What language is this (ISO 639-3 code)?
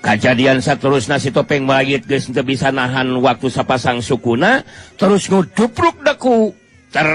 sun